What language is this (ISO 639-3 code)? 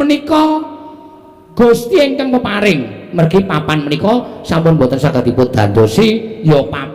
jav